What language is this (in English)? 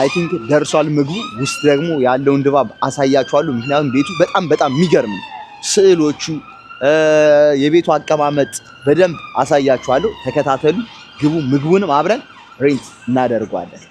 Amharic